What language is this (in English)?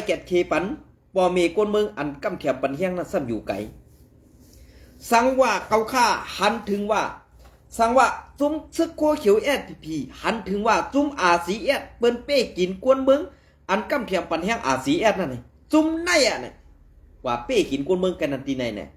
Shan